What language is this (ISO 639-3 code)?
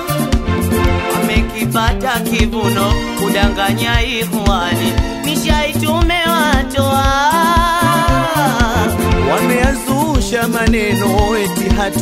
swa